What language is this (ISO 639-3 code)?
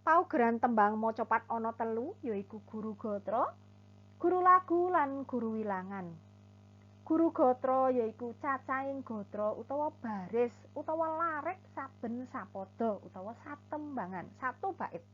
jav